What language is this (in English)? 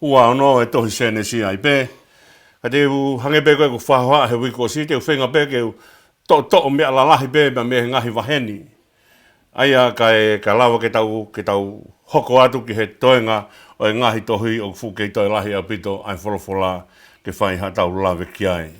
Tongan